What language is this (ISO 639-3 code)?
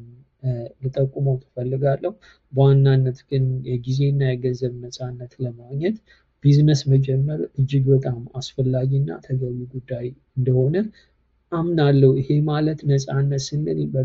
amh